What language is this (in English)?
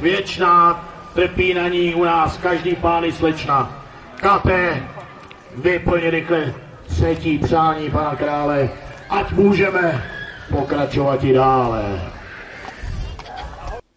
Czech